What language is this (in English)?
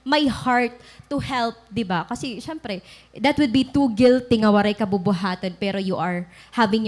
Waray